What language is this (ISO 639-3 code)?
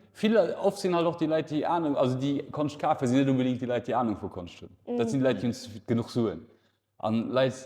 ltz